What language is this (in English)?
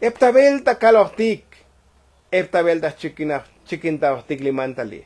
Tzotzil